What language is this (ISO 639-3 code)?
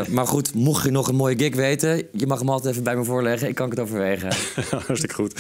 nld